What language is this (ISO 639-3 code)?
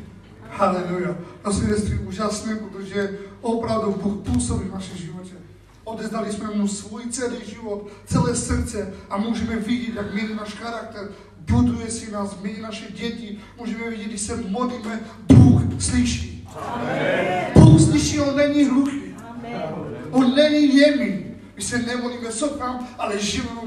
ces